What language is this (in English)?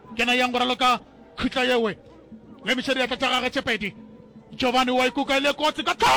Northern Sotho